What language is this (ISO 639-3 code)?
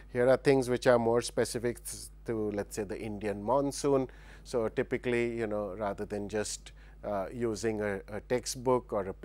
eng